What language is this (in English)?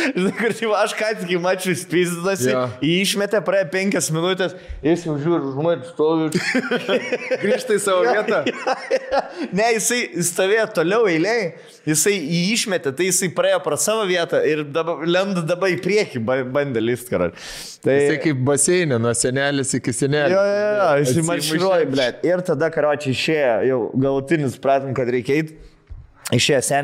Lithuanian